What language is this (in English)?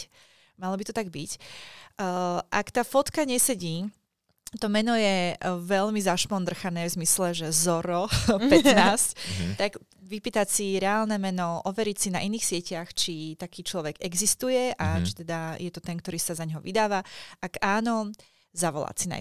Slovak